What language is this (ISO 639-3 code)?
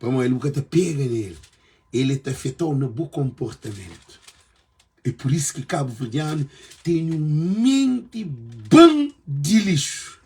kea